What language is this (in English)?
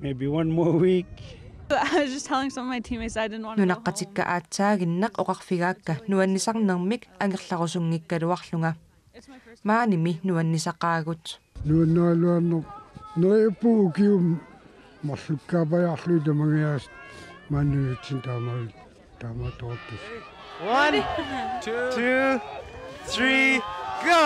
Kalaallisut